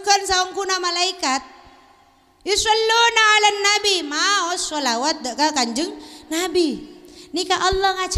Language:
Madurese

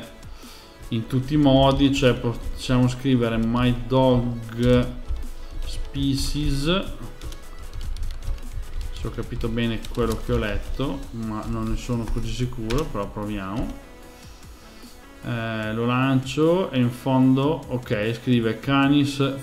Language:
Italian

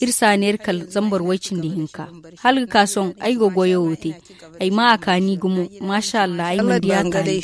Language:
Zarma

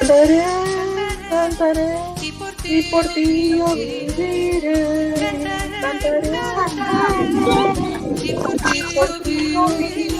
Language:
Ladino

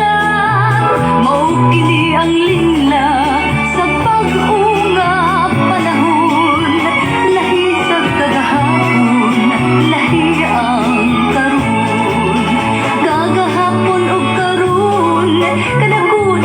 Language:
Cebuano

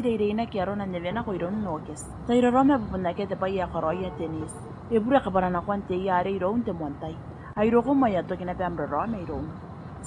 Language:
Gilbertese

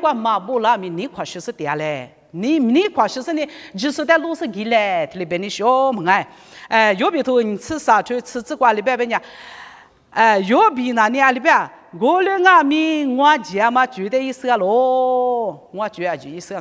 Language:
Lisu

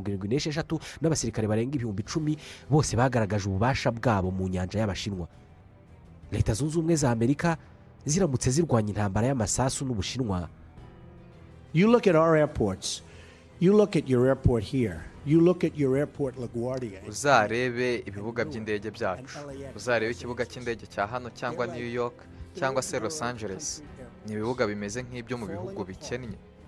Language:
Kinyarwanda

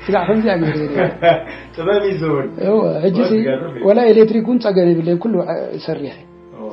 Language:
Tigrinya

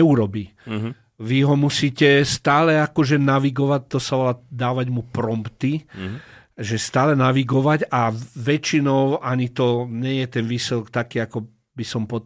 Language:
Slovak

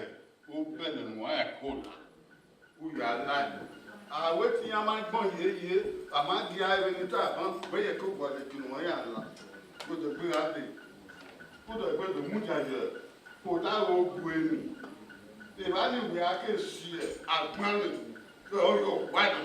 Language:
Bini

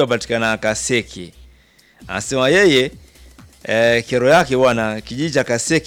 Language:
Swahili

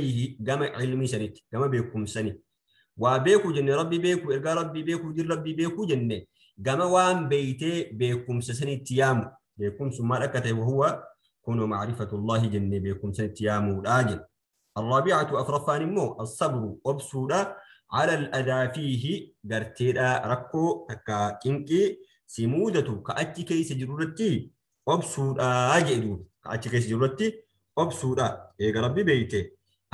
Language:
Oromo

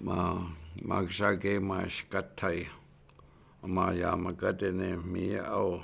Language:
Chippewa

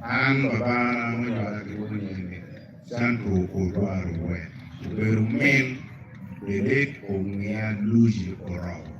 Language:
Acoli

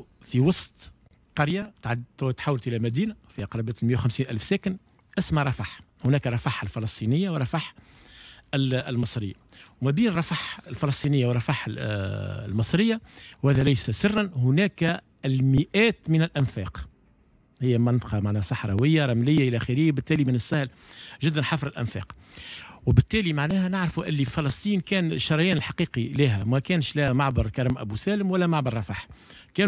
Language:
Tunisian Arabic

